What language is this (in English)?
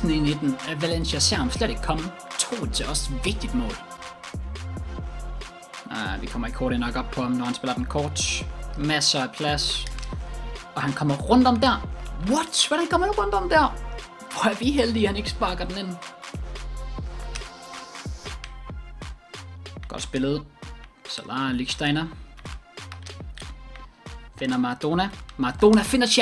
Danish